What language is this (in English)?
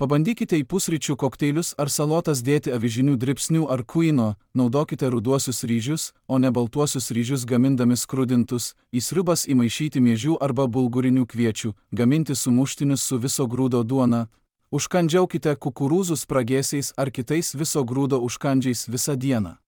Lithuanian